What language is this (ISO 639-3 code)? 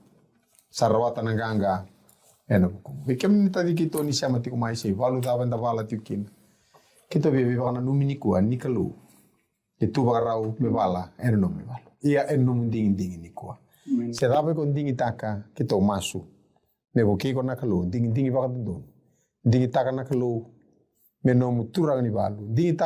fij